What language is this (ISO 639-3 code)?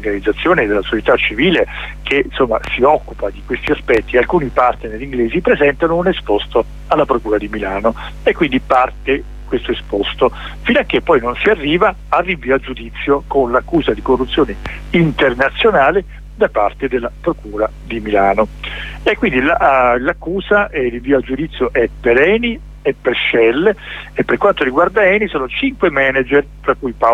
ita